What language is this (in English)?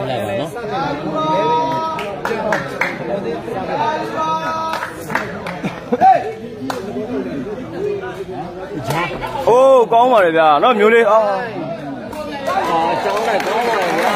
Burmese